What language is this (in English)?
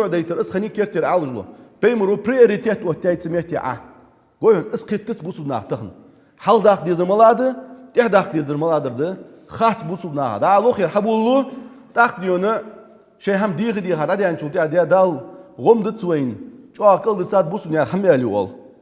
Ingush